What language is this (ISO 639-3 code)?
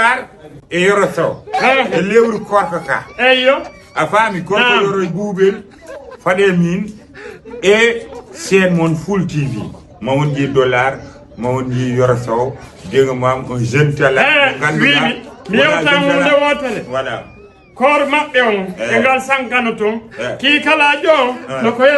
ful